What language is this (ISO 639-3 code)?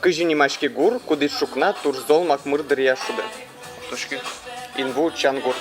udm